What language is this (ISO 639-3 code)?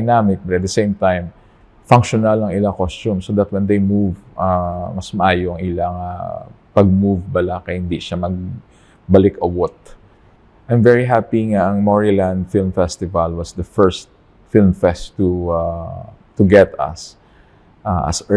hil